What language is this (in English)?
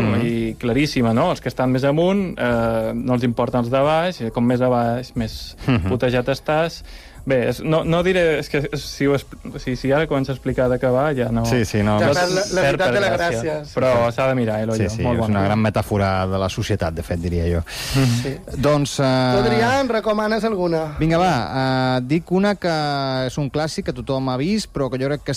Catalan